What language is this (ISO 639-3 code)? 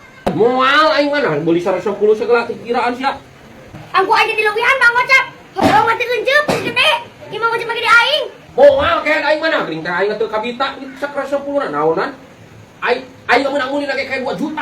sun